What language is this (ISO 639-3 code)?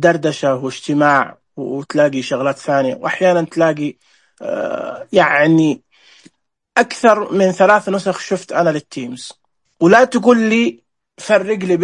ars